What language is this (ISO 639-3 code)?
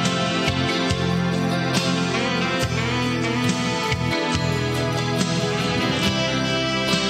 ita